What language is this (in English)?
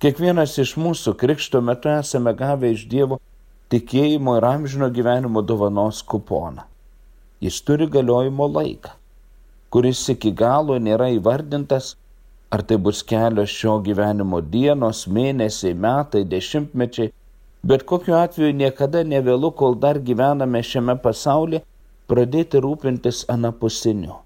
Lithuanian